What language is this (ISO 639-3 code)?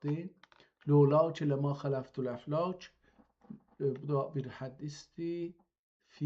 azb